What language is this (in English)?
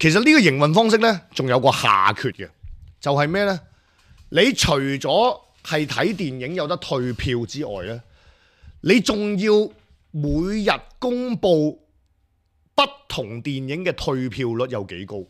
Cantonese